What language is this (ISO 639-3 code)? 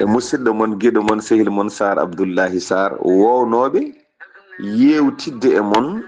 ful